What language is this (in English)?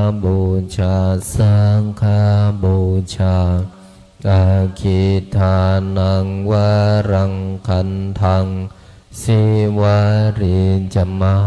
Pali